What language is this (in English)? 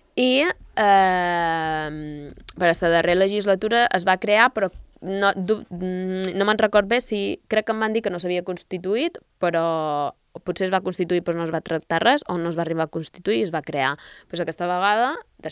Catalan